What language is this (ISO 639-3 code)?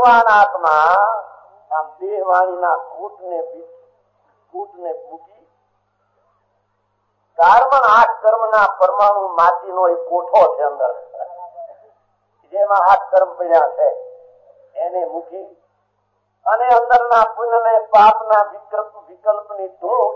guj